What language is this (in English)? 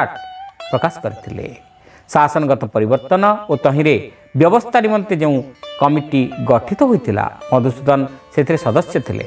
Odia